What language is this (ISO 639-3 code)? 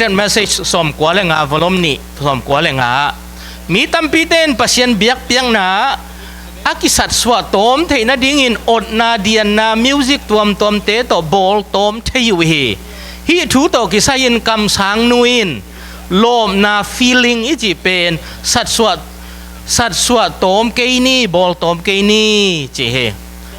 ctd